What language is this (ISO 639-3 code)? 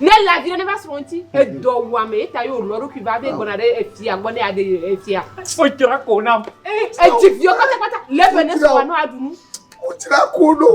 ewe